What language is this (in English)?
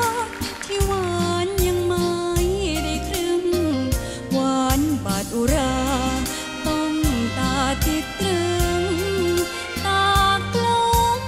Thai